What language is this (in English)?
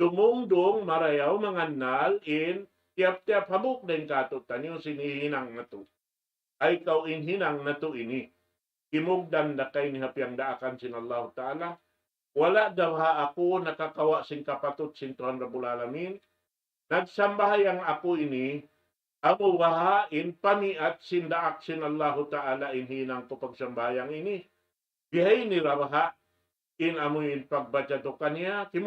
Tausug